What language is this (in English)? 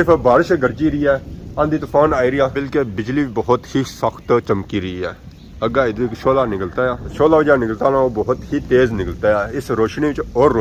Pahari-Potwari